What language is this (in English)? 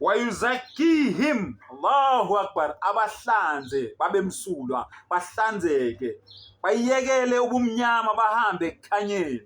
Zulu